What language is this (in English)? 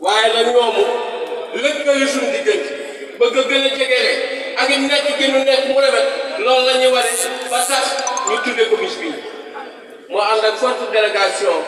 Wolof